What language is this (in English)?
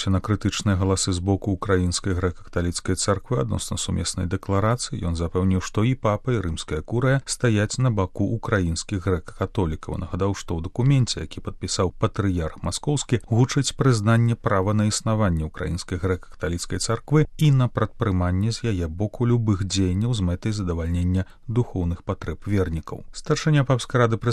Belarusian